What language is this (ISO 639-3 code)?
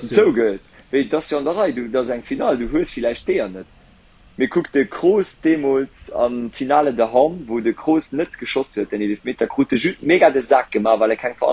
ltz